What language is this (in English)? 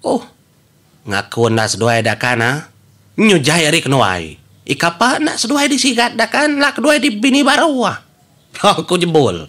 Iban